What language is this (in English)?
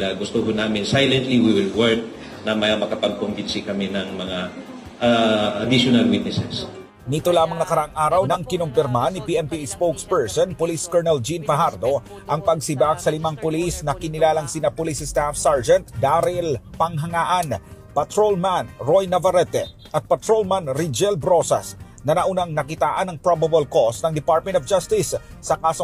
Filipino